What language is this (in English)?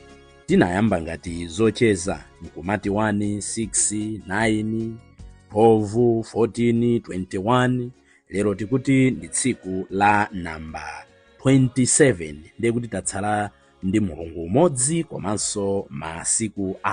Nyanja